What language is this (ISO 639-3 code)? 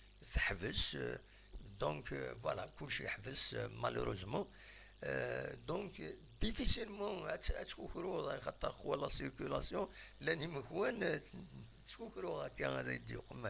kab